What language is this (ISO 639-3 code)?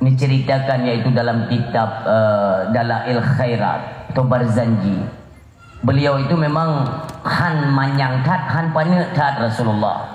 ace